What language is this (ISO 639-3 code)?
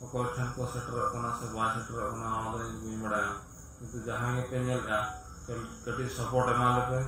sat